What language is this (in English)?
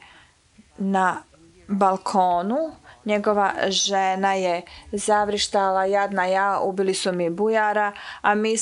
Serbian